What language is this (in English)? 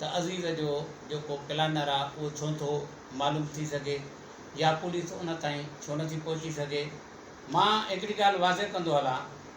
Sindhi